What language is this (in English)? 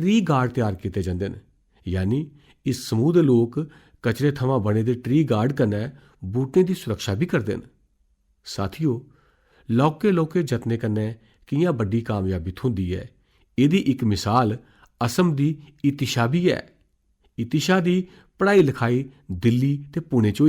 Dogri